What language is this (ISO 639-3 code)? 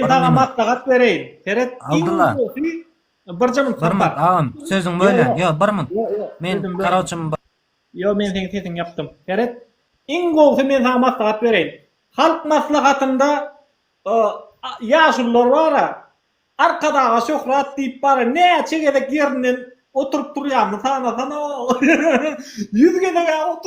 tuk